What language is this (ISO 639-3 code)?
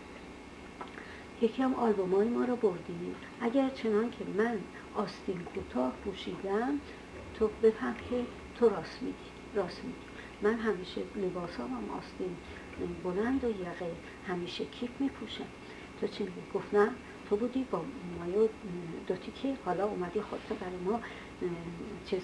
fas